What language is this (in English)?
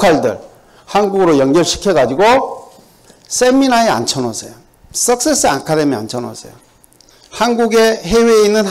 Korean